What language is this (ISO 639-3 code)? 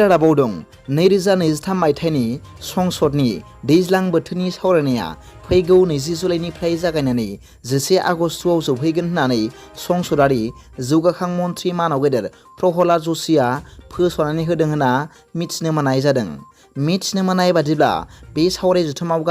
brx